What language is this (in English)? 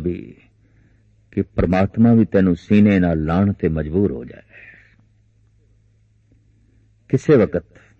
Punjabi